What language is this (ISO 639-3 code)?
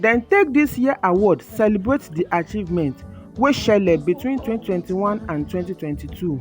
pcm